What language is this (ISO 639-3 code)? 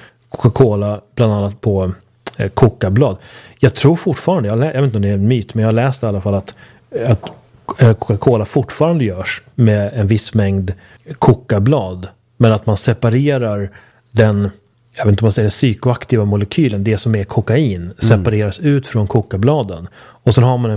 swe